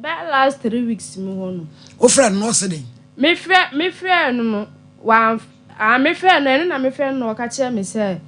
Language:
Akan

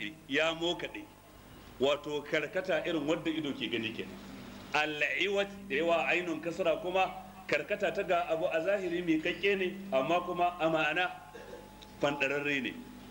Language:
Hausa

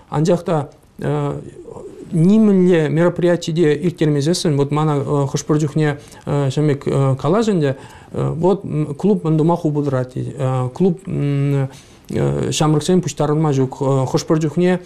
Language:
Chuvash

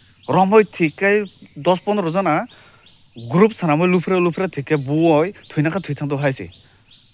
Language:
Kok Borok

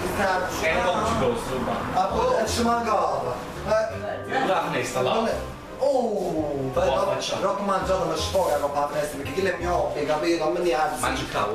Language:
Neapolitan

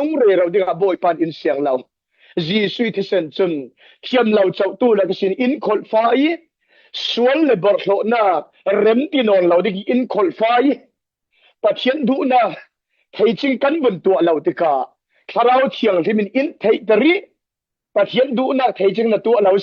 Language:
Falam Chin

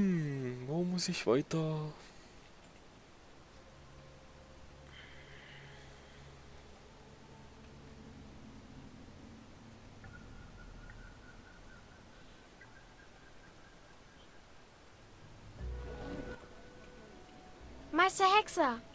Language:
German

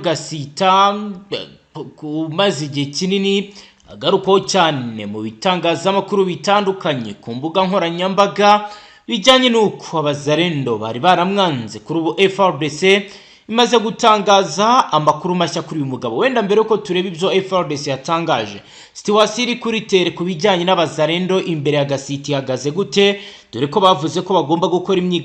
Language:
Kinyarwanda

